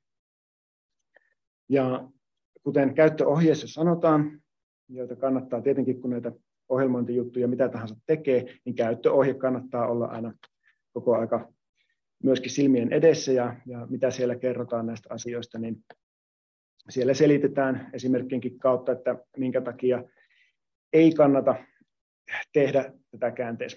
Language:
Finnish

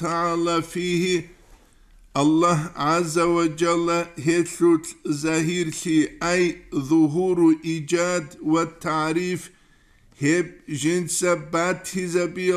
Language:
Avaric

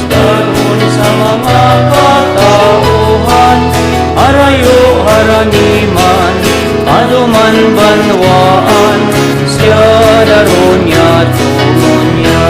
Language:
Bikol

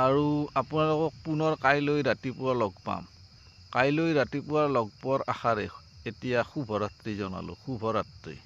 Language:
Assamese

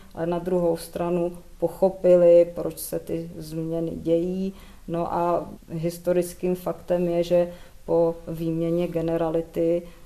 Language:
Czech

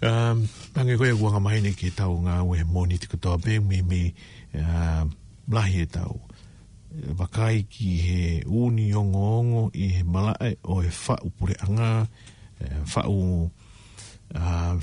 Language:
Tongan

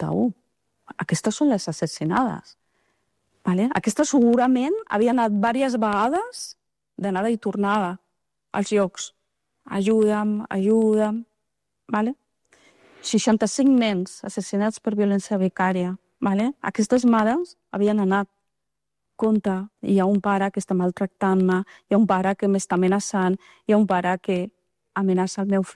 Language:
Catalan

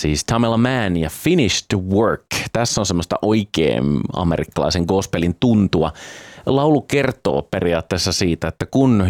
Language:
Finnish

